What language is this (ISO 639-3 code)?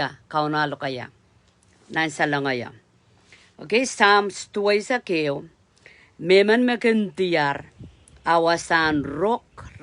pon